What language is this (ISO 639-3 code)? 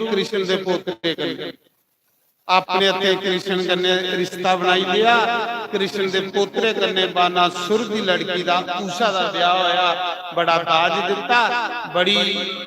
doi